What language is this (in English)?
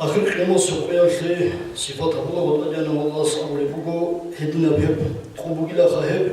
Avaric